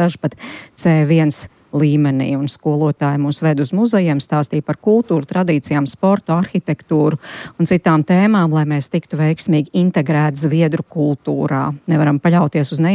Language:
Latvian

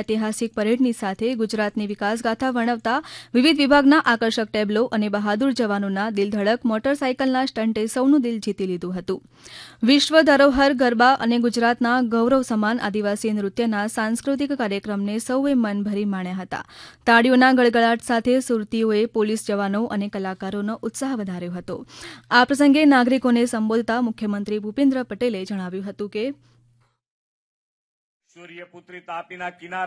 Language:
Gujarati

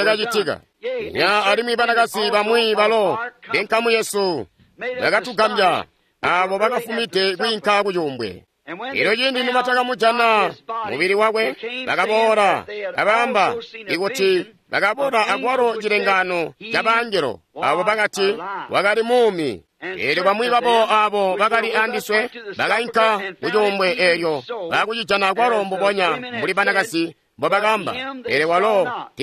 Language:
Tonga (Zambia)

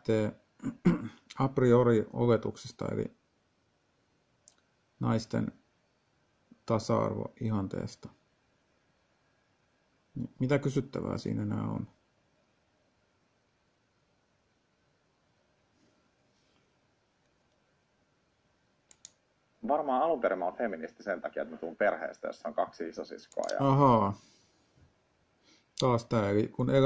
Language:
Finnish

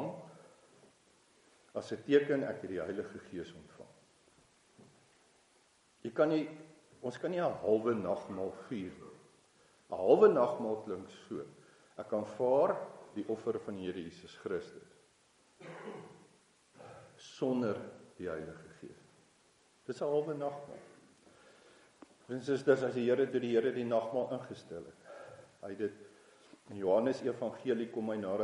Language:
Afrikaans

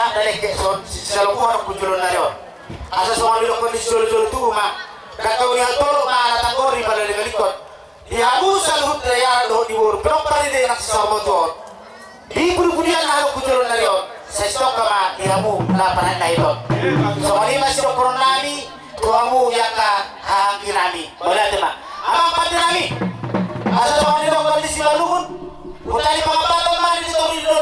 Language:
Batak Toba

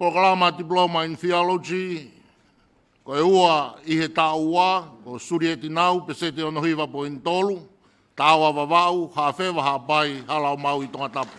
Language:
Tongan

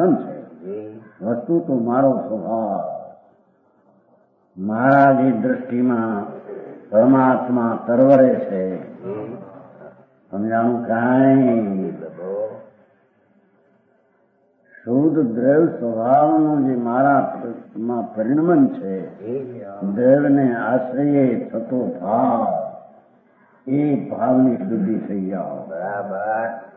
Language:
Gujarati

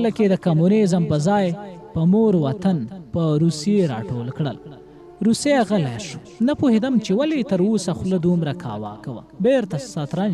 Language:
Pashto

